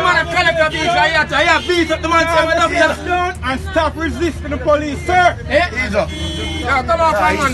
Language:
Jamaican Creole English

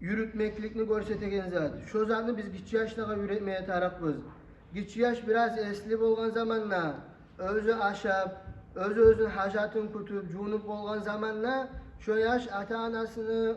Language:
Kumyk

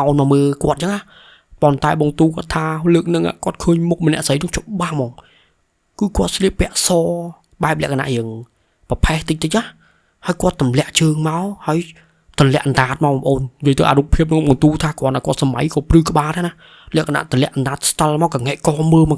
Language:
Khmer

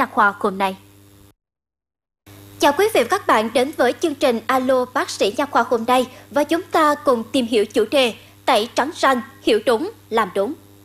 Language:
Vietnamese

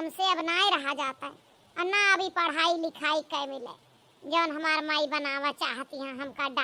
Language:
Awadhi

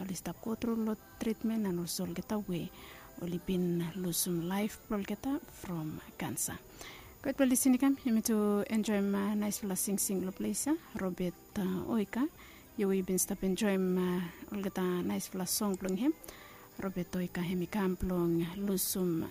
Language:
Bislama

